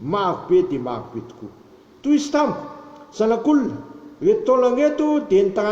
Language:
Malagasy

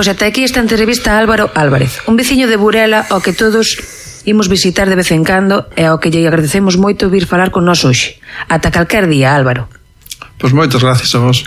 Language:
Galician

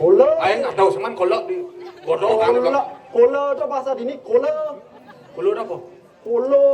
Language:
Balinese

